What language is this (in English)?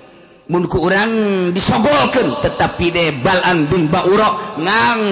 Sundanese